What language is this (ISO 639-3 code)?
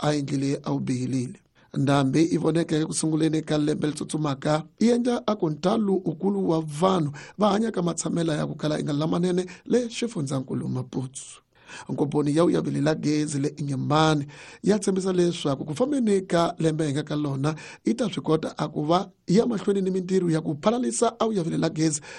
tso